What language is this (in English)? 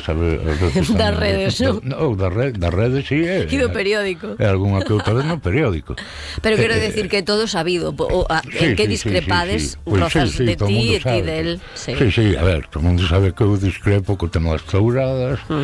Galician